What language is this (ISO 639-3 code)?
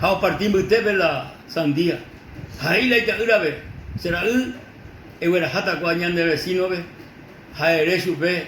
grn